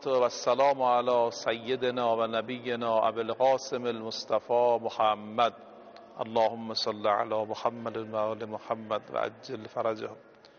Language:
Persian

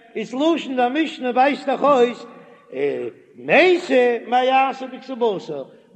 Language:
Yiddish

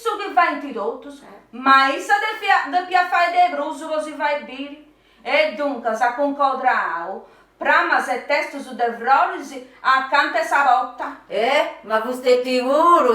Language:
Sardinian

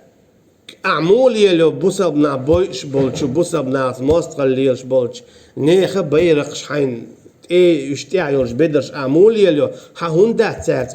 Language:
Chechen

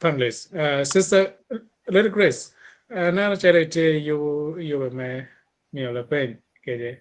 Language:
Acoli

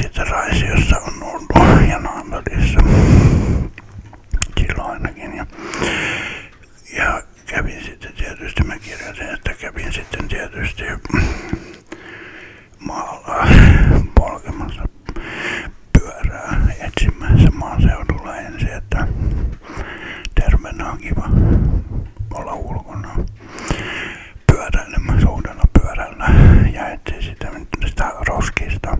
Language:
Finnish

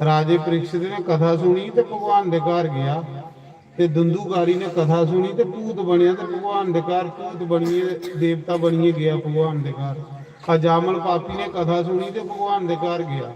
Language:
Dogri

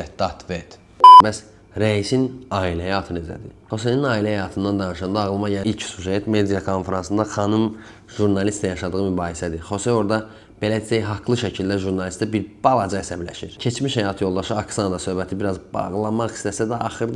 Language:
Azerbaijani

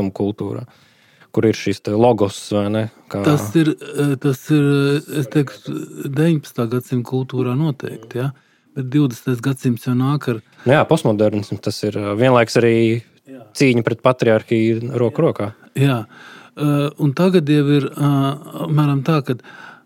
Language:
Latvian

